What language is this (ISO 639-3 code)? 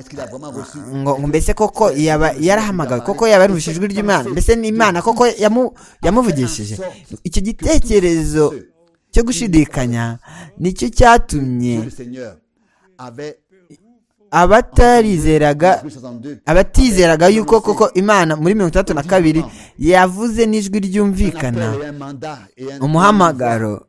kin